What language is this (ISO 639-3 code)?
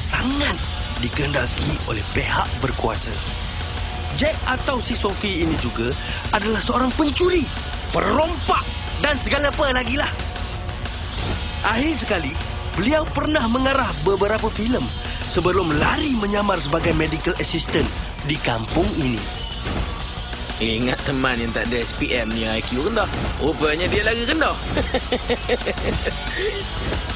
msa